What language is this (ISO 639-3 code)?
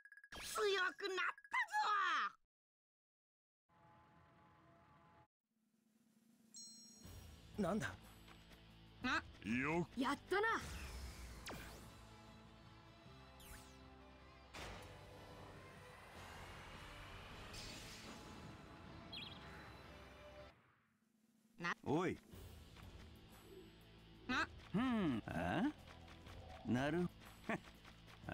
jpn